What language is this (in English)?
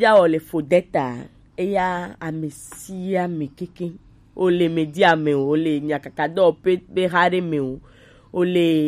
Gen